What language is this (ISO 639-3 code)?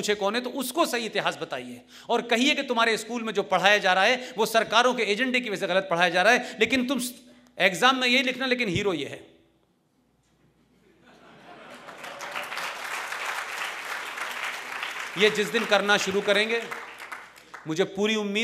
hin